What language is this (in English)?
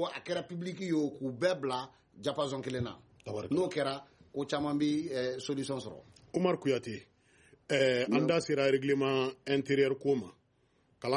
Bambara